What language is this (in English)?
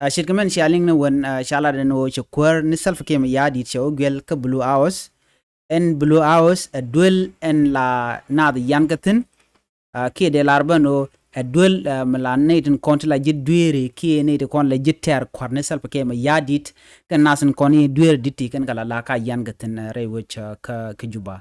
Nuer